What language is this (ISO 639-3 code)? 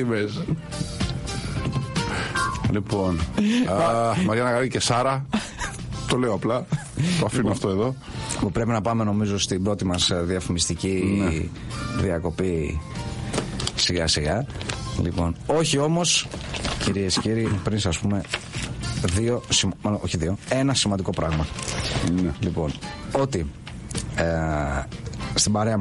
ell